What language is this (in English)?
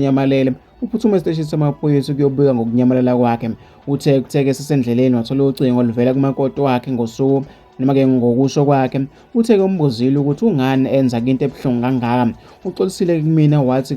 Zulu